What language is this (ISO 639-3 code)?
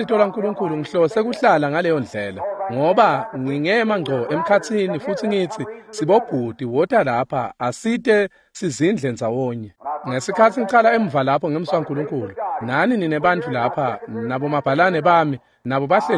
ssw